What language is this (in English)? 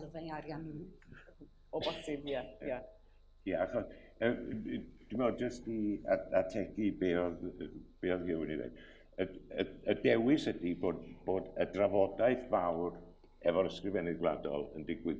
Welsh